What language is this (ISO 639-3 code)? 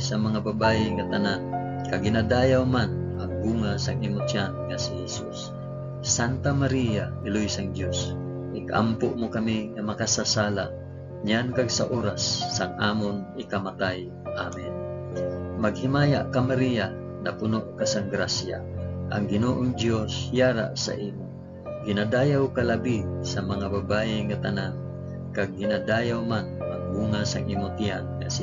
hil